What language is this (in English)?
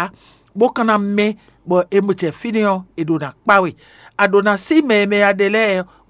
Fon